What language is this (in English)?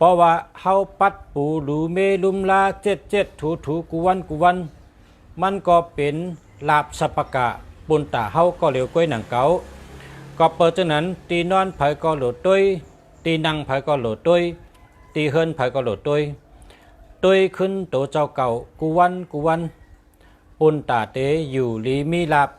Shan